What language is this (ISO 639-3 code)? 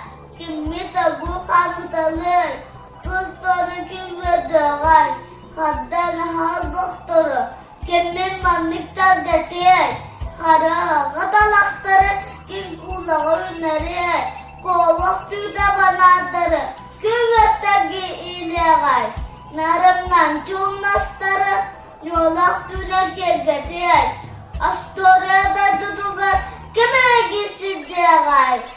sah